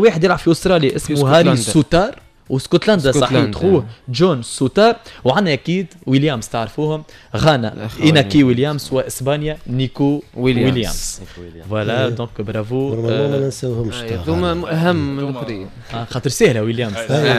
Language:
Tunisian Arabic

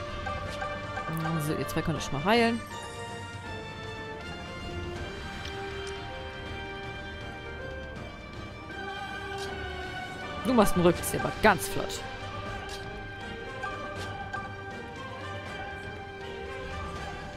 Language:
German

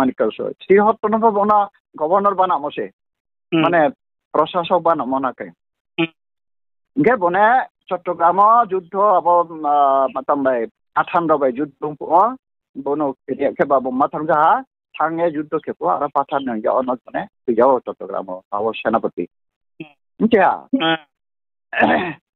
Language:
Riang (India)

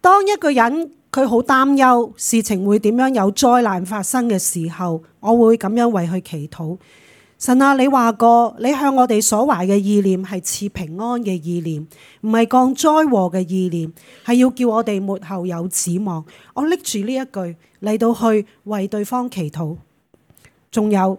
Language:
Cantonese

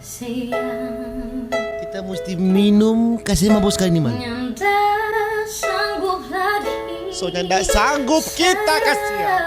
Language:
Manado Malay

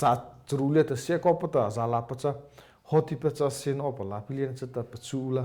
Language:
Mara Chin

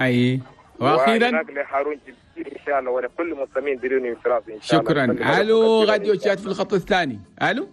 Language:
Chadian Arabic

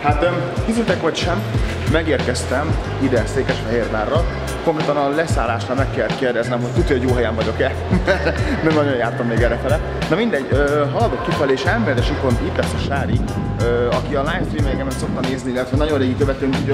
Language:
Hungarian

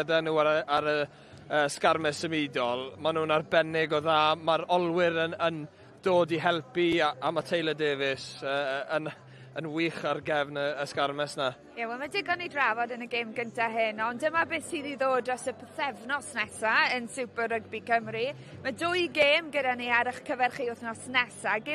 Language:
Welsh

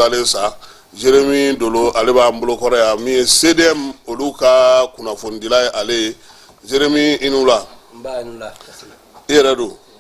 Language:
Bambara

